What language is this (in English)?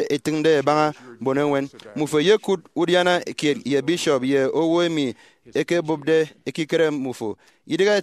Efik